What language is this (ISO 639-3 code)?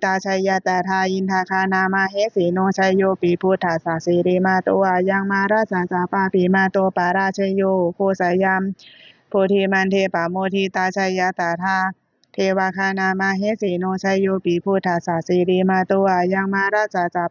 pli